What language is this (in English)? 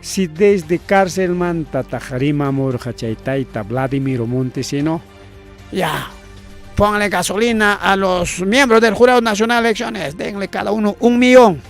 Ayacucho Quechua